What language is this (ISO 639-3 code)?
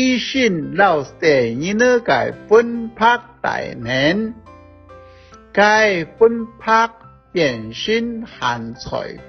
hak